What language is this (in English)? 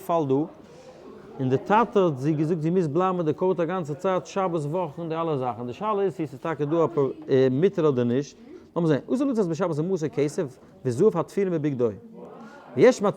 Yiddish